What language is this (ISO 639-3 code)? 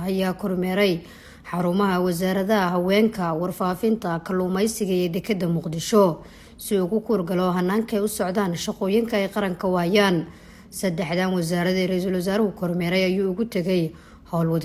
som